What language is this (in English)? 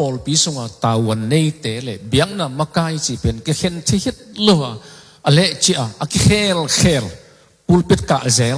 Tedim Chin